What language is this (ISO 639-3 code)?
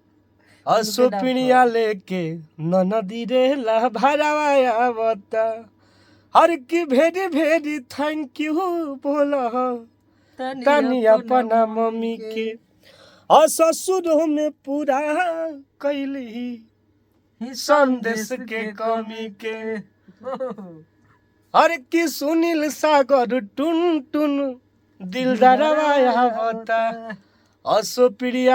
bho